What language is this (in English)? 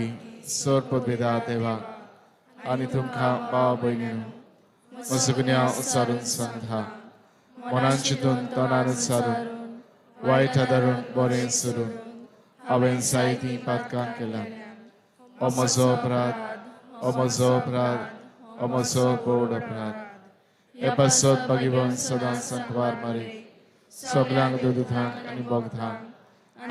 Konkani